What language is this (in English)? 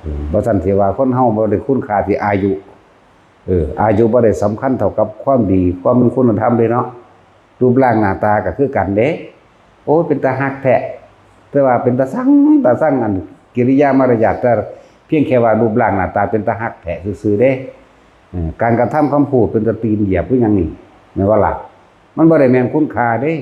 Northeastern Thai